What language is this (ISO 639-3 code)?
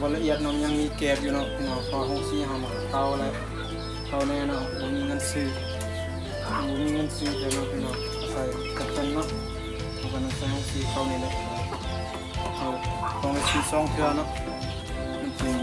lao